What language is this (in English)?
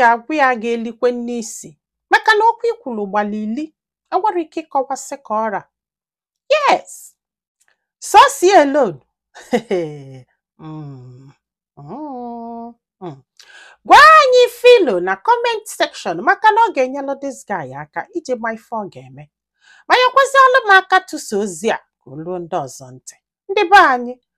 Igbo